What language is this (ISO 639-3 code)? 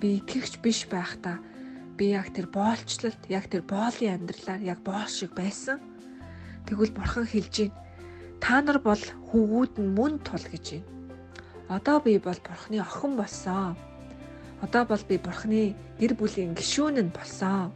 mon